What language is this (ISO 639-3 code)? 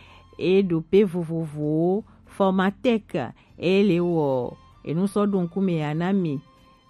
gej